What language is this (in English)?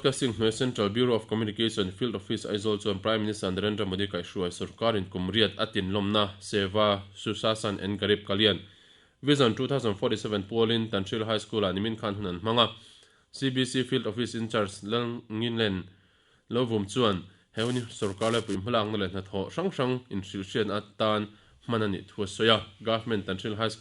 Mizo